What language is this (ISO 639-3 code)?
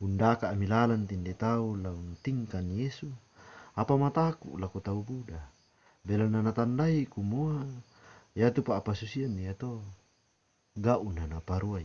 sda